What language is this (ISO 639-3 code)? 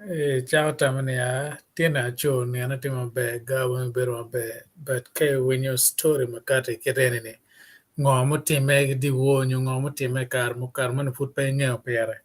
ach